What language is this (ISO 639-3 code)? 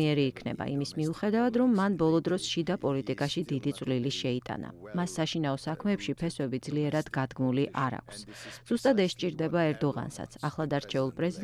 kat